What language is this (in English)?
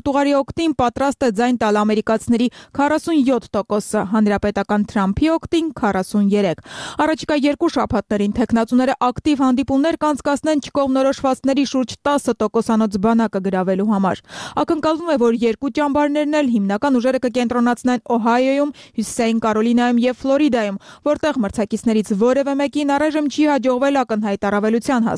Armenian